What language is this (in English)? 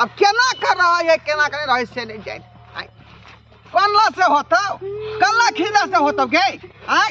Maithili